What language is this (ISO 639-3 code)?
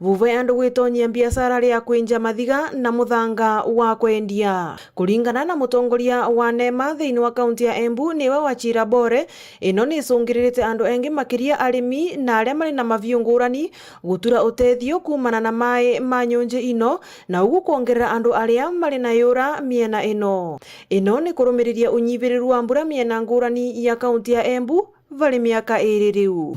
mer